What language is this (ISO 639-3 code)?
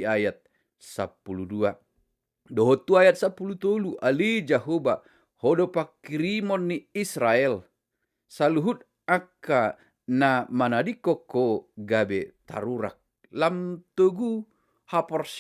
bbc